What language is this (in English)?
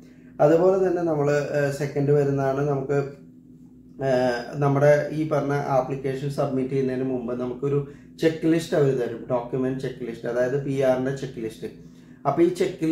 Malayalam